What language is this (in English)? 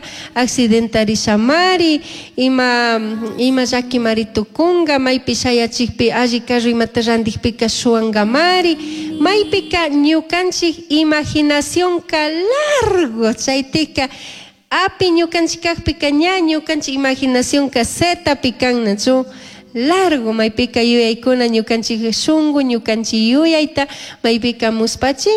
Chimborazo Highland Quichua